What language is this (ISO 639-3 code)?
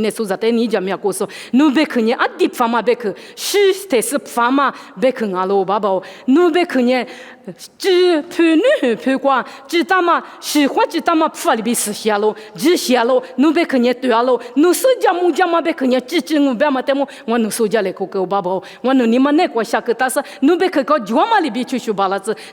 lis